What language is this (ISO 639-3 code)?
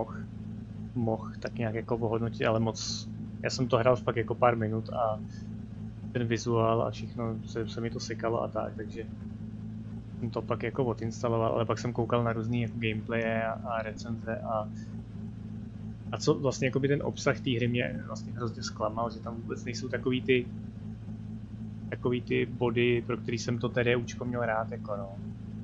ces